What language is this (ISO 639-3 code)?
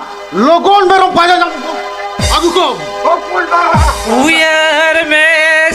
sat